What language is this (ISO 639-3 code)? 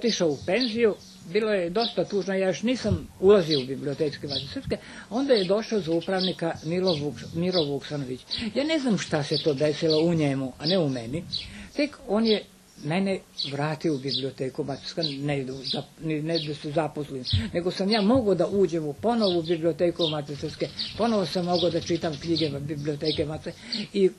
srp